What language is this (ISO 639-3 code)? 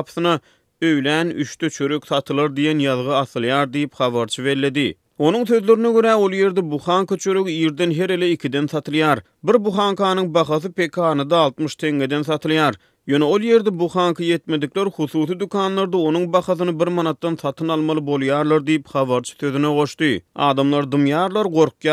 tuk